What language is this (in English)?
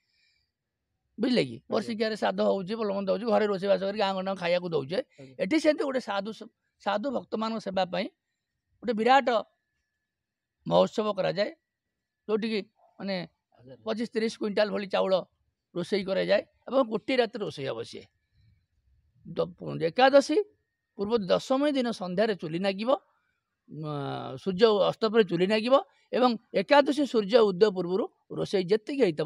Odia